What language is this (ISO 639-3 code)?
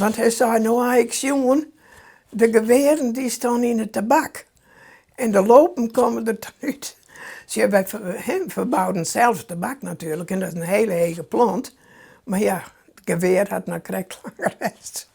fry